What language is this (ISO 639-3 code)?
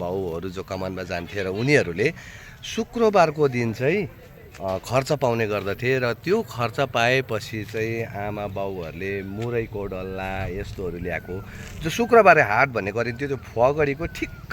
nep